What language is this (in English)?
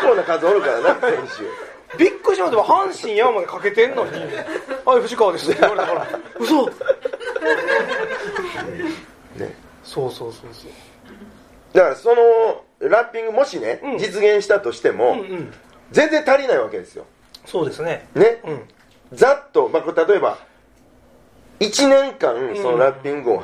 Japanese